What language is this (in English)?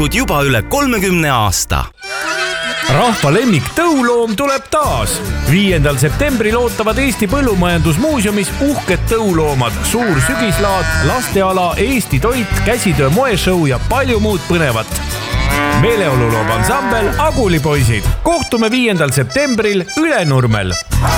Estonian